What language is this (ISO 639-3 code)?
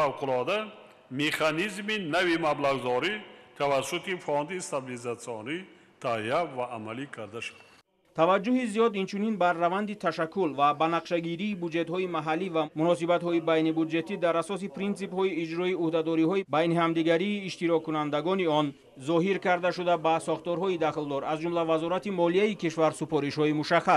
tgk